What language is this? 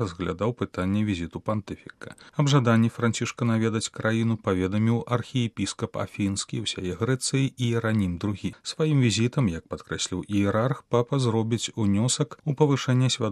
Belarusian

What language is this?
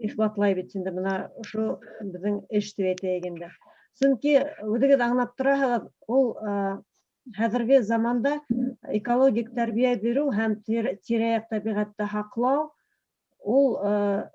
Bashkir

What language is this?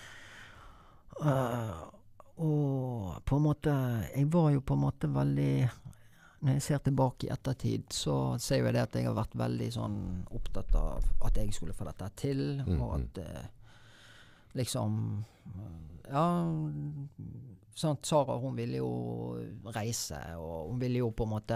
Norwegian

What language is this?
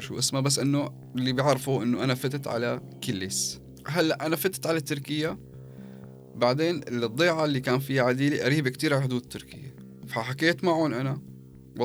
North Levantine Arabic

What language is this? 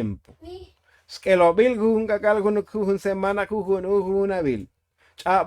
Tzotzil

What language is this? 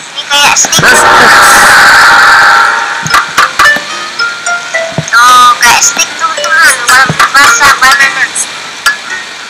Indonesian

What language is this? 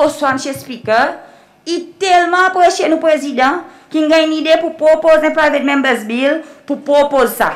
Seselwa Creole French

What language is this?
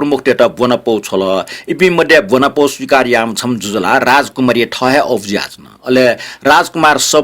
Newari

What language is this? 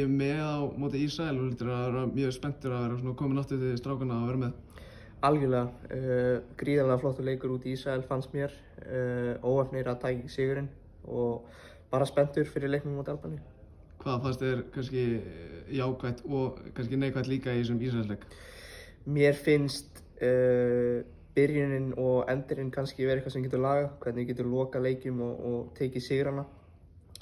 Icelandic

